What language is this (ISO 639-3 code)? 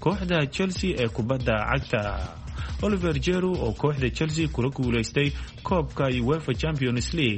som